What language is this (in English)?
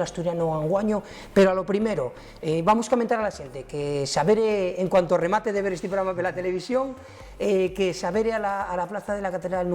Asturian